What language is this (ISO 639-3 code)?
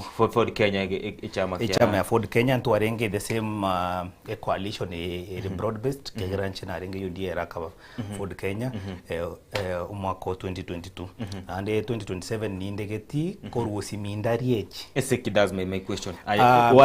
guz